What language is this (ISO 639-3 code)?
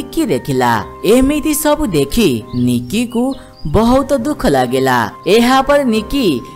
ori